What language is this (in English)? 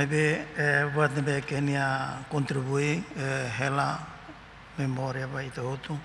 Tetum